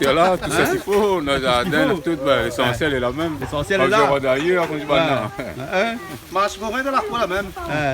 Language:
Réunion Creole French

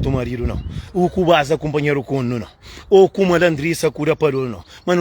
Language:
Kabuverdianu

